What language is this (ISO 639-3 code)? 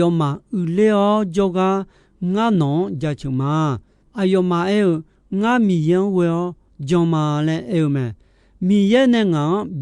ahk